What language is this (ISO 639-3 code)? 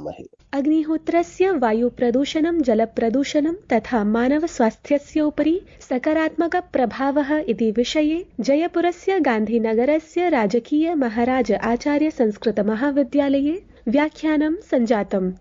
san